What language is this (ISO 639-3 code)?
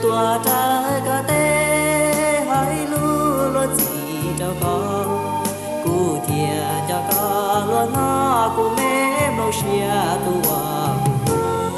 hmn